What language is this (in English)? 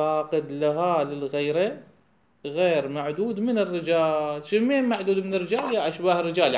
Mesopotamian Arabic